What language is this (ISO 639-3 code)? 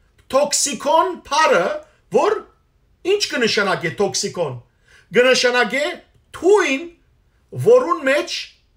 hyw